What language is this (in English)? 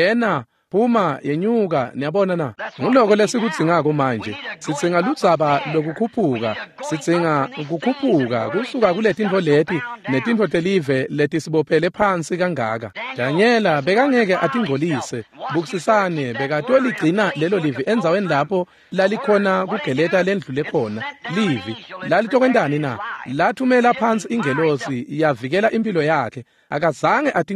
Swati